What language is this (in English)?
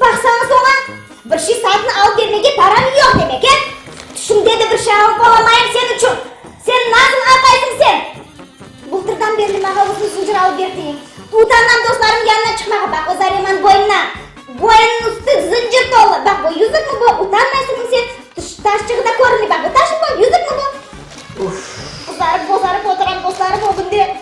Crimean Tatar